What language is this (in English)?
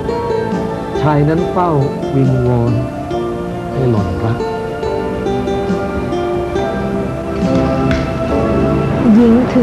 Thai